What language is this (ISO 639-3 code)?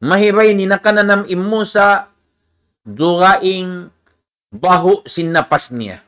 tsg